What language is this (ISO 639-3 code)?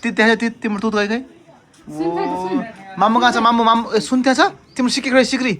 nep